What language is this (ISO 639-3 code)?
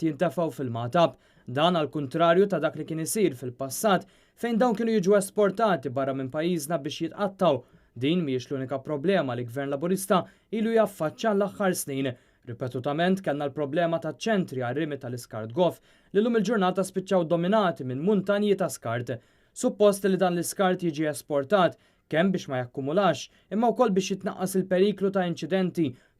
mlt